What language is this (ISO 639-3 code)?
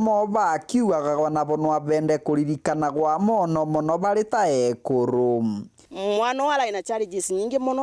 mer